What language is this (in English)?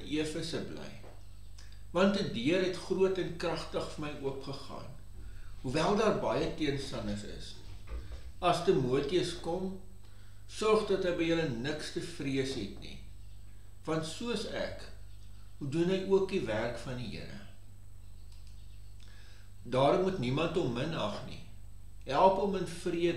Afrikaans